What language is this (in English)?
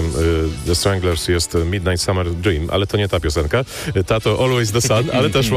Polish